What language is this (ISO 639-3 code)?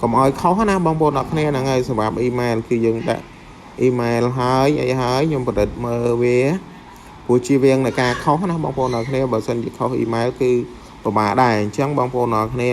khm